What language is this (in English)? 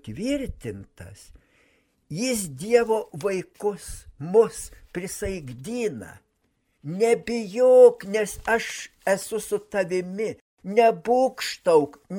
Lithuanian